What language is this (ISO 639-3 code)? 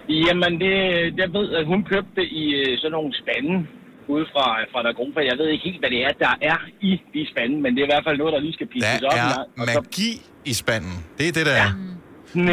dan